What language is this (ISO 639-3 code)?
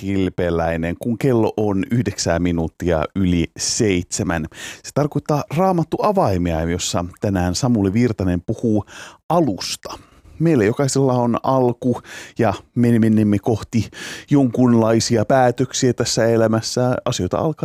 fin